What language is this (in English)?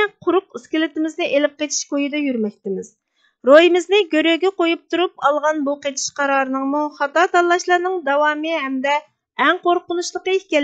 Uyghur